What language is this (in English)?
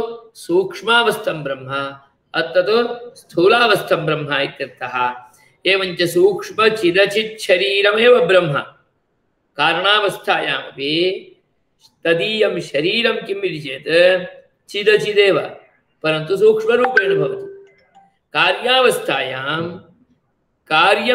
Sanskrit